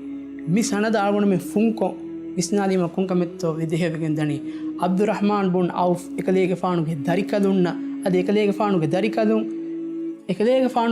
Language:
Divehi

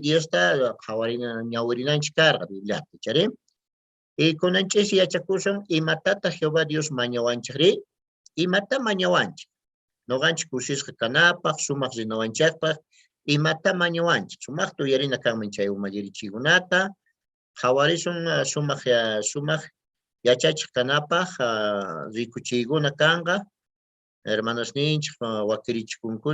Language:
Quechua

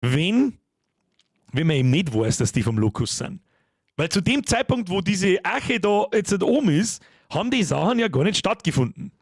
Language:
Bavarian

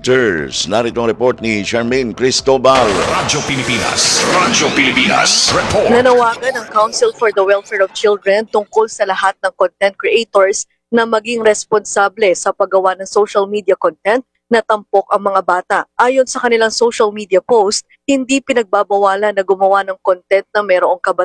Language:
Filipino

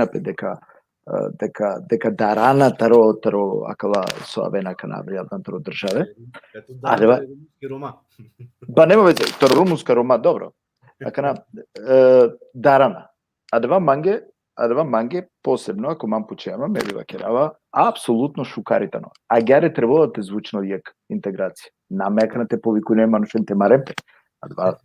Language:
Balkan Romani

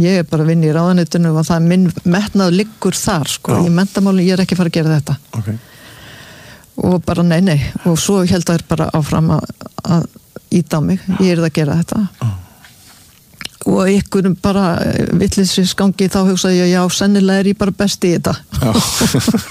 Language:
Icelandic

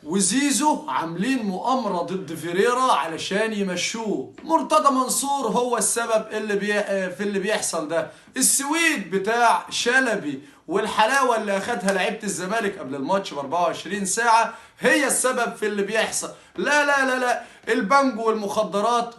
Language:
Egyptian Arabic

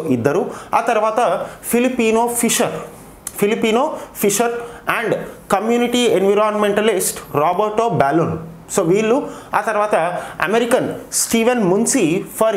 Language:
Telugu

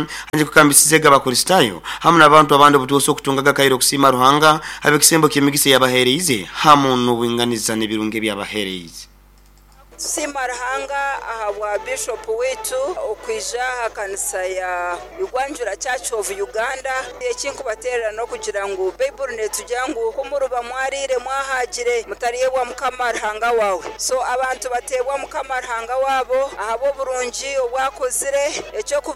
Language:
Nyoro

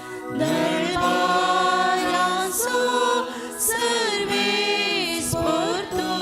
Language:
Konkani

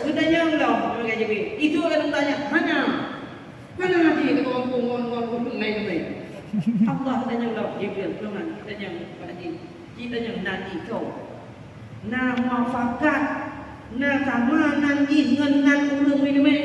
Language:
Achinese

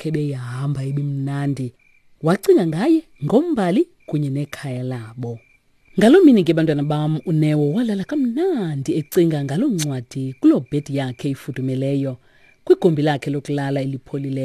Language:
Xhosa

